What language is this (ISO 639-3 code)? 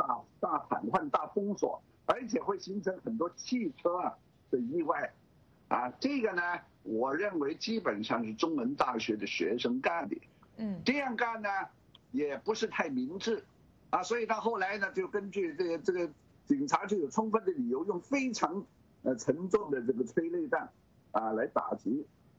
zho